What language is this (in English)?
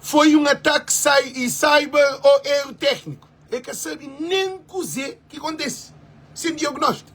Kabuverdianu